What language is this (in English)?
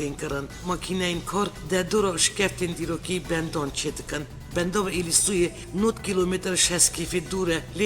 Kurdish